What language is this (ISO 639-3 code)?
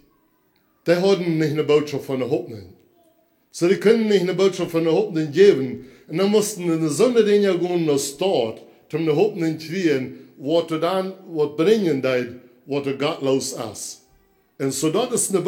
pdt